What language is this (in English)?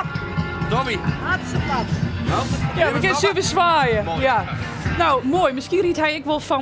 Western Frisian